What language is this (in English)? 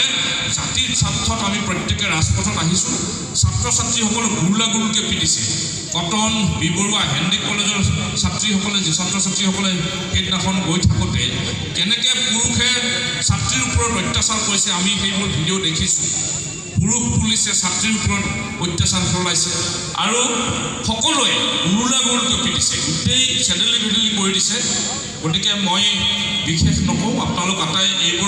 Assamese